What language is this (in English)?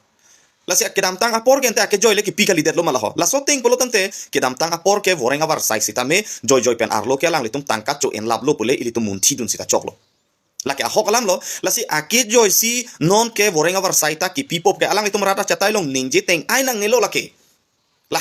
Karbi